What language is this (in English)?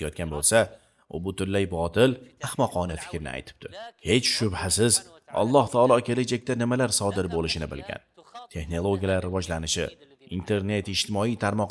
Uzbek